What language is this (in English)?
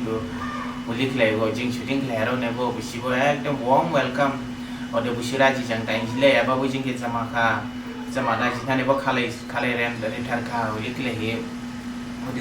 Dimasa